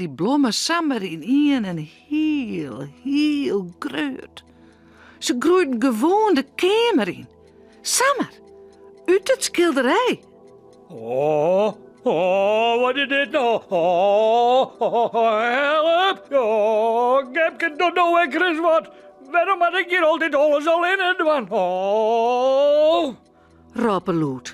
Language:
Western Frisian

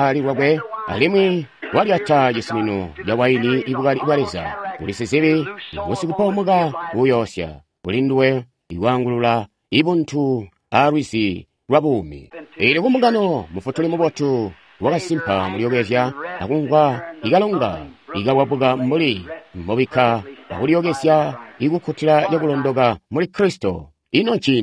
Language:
Tonga (Zambia)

